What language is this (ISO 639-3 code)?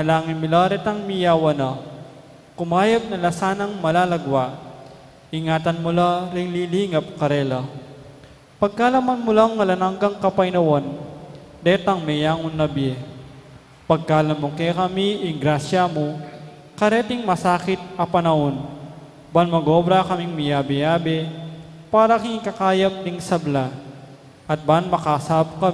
pam